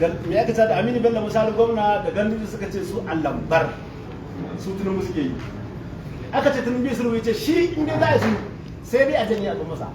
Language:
Hausa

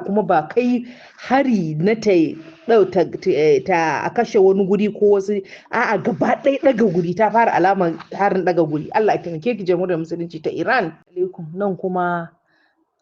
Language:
Hausa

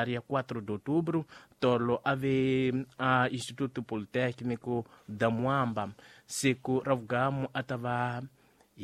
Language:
Tsonga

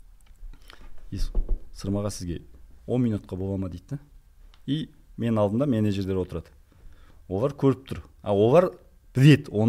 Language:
Kazakh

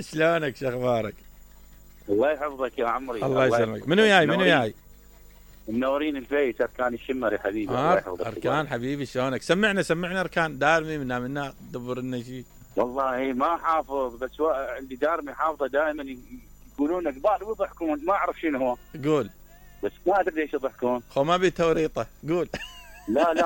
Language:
Mesopotamian Arabic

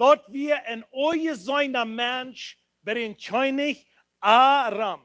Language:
Plautdietsch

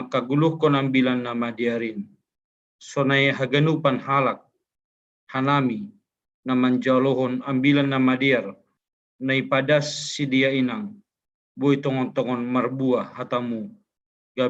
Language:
Batak Simalungun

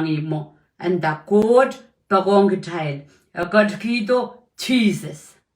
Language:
Pohnpeian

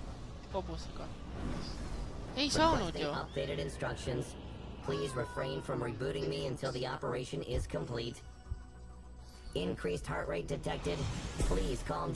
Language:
Estonian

